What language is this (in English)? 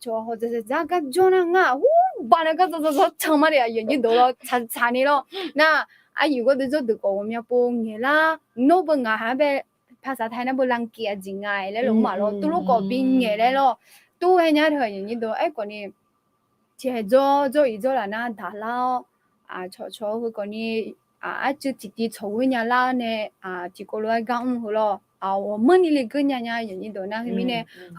Akha